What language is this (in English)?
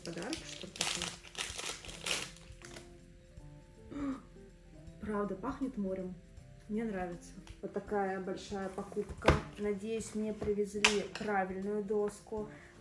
Russian